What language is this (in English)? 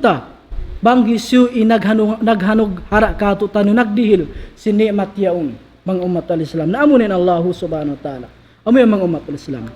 Tausug